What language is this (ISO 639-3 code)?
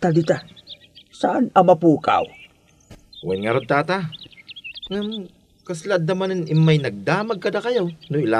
ilo